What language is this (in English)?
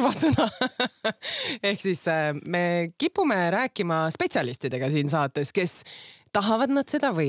Estonian